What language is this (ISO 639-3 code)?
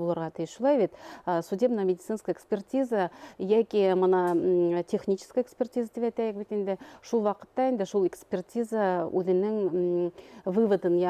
bak